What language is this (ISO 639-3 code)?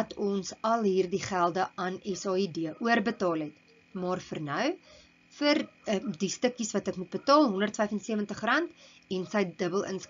afr